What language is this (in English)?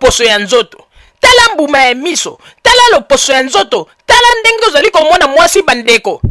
Lingala